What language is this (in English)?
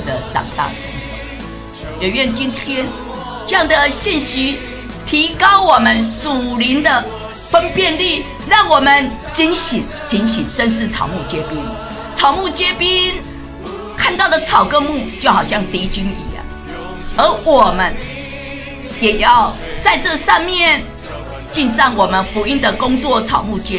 Chinese